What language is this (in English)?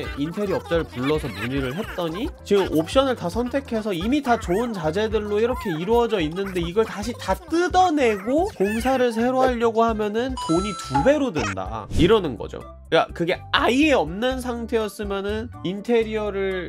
Korean